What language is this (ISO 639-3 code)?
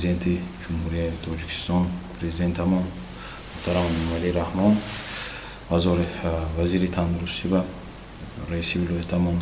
tgk